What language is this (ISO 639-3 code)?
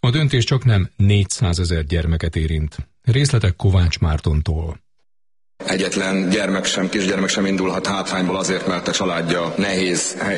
hun